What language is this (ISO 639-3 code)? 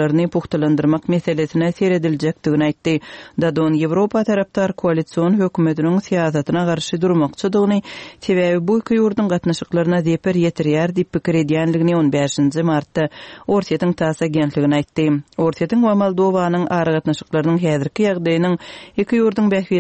tuk